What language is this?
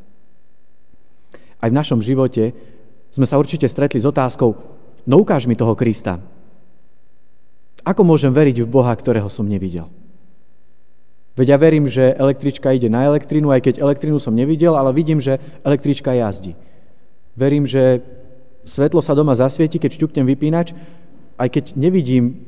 Slovak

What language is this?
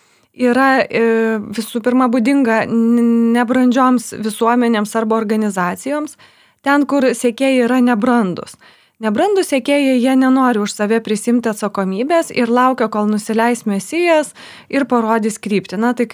Lithuanian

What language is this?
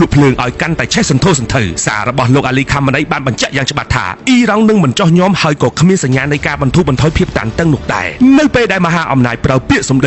Khmer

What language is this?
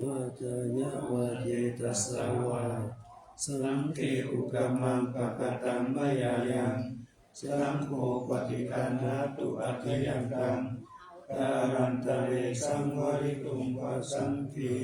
Pali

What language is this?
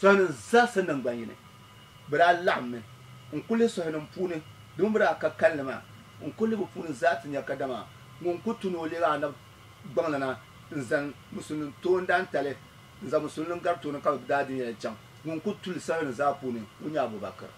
Dagbani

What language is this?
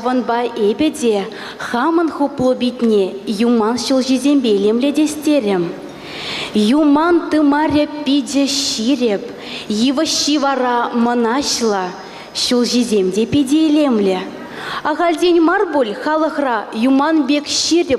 Chuvash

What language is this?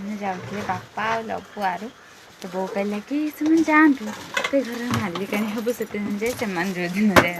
Odia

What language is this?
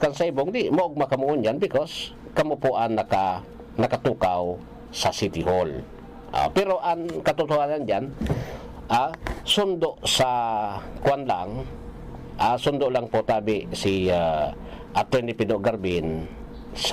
Bikol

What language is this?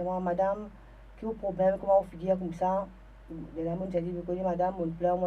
Morisyen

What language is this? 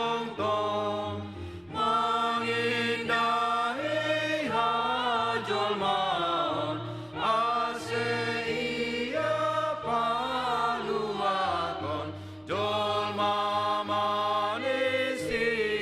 Batak Simalungun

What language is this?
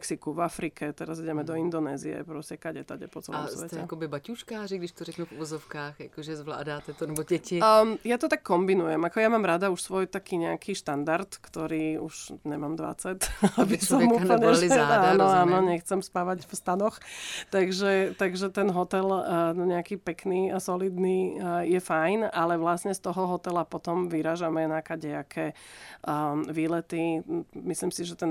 Slovak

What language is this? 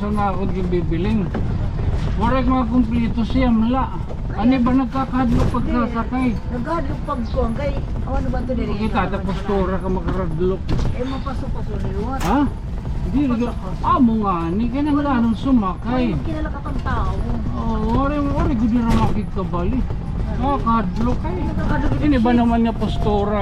Waray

